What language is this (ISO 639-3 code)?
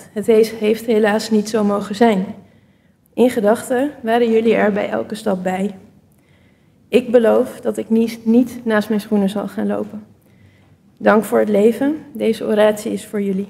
nld